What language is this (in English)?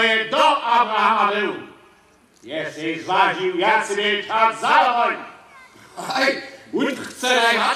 Upper Sorbian